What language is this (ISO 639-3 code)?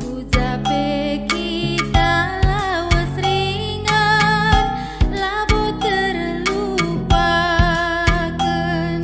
btx